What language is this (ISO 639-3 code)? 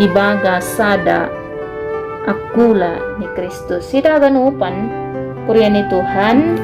bts